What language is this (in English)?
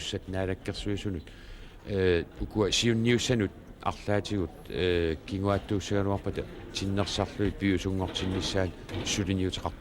Kalaallisut